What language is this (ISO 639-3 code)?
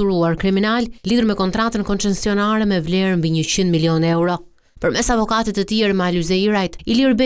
sqi